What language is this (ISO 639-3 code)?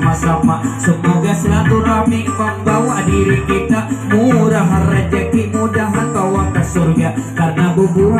bjn